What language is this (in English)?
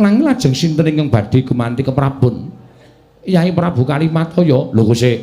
Javanese